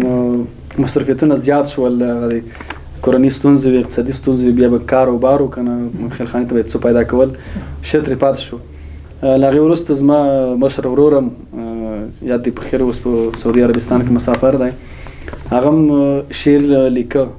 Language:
Pashto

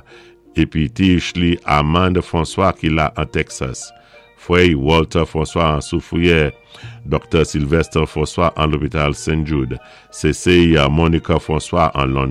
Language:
Saint Lucian Creole French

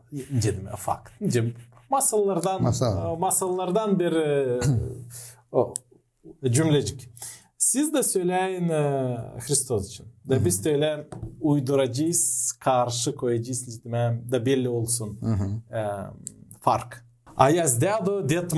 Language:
Gagauz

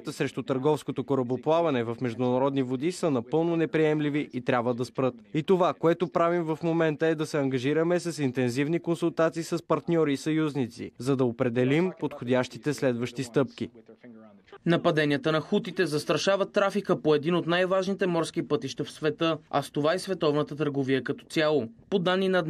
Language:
Bulgarian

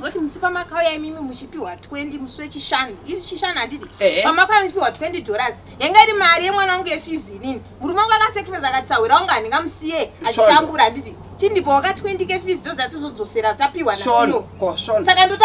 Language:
Shona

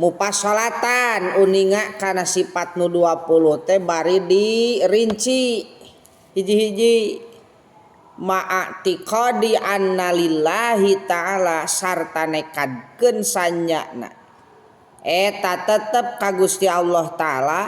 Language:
Sundanese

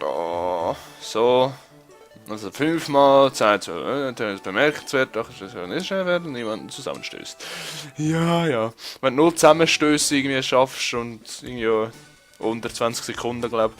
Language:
Swiss German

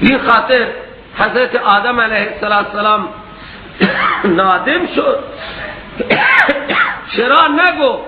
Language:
Persian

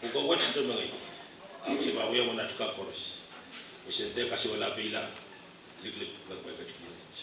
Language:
Pohnpeian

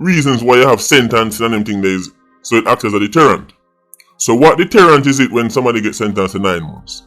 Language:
Jamaican Creole English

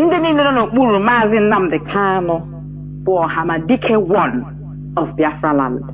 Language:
Igbo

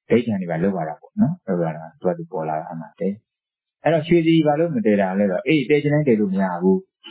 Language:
Burmese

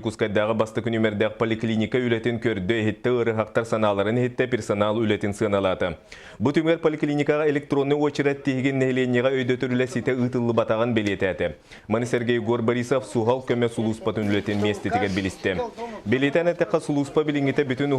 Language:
Yakut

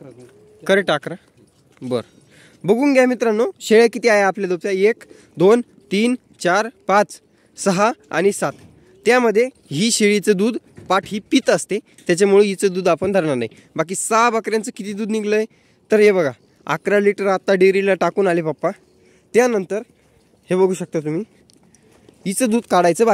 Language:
Marathi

